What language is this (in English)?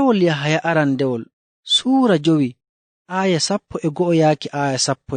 Nigerian Fulfulde